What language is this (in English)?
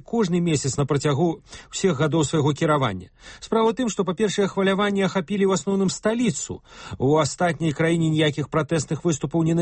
Belarusian